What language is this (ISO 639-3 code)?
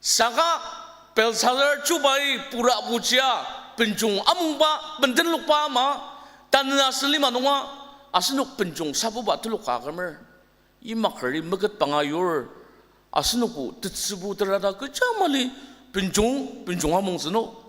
njo